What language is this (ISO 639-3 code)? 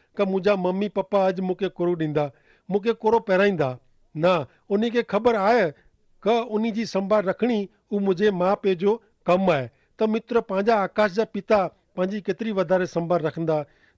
kfr